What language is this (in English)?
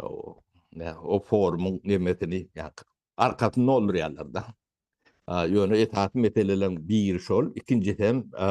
Turkmen